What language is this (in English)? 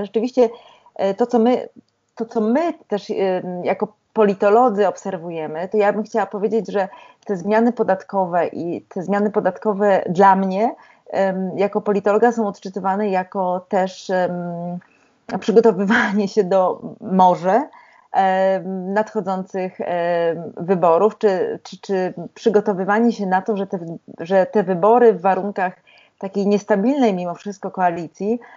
Polish